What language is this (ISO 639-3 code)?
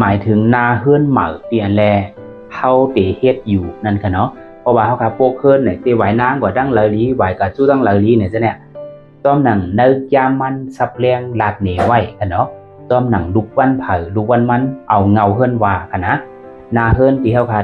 shn